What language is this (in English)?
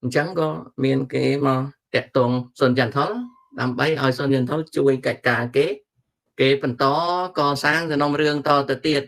Khmer